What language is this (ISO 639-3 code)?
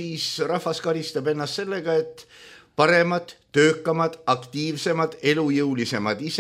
est